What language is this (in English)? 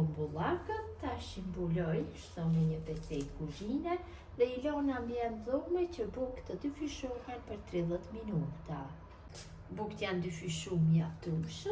Albanian